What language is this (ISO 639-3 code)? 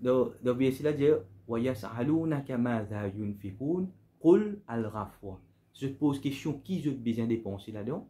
mfe